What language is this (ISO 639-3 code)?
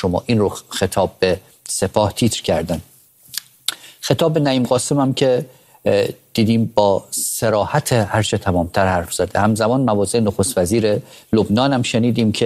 fas